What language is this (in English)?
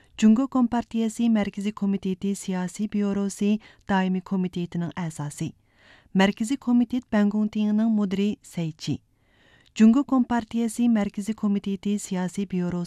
Uyghur